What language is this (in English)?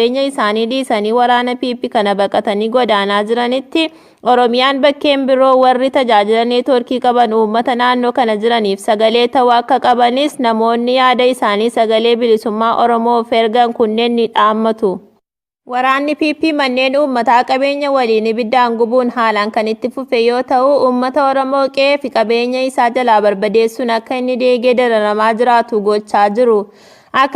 Oromo